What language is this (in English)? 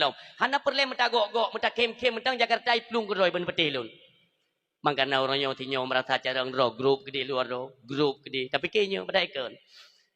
Achinese